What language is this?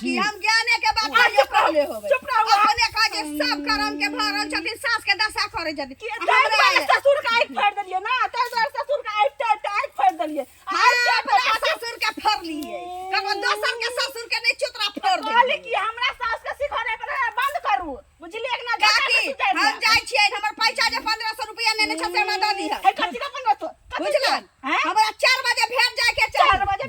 Maithili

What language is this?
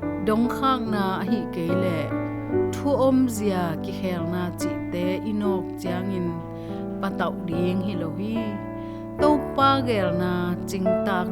Tedim Chin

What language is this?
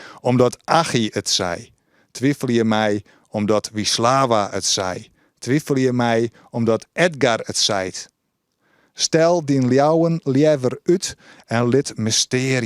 Western Frisian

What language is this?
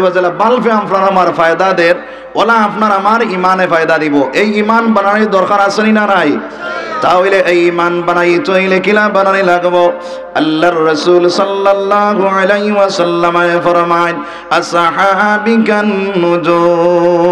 Sylheti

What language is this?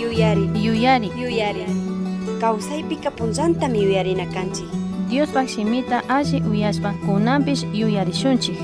Chimborazo Highland Quichua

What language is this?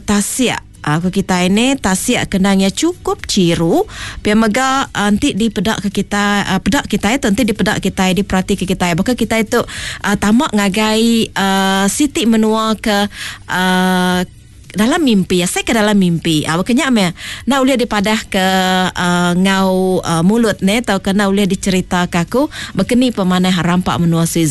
Iban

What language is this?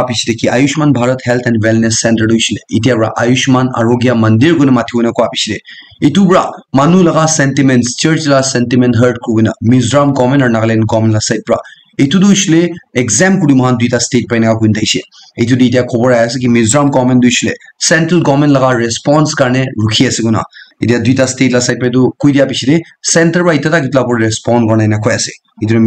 Naga Pidgin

